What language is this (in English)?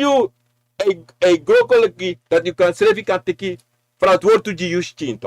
Sranan Tongo